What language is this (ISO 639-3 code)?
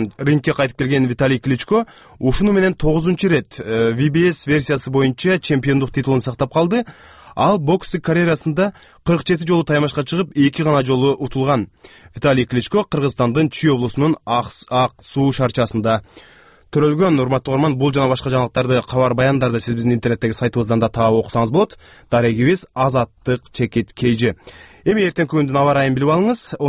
kir